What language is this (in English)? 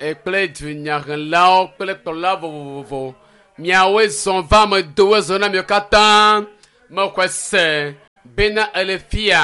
Ewe